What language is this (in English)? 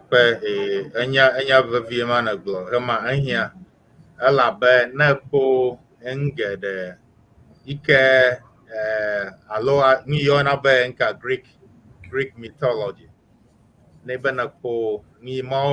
Ewe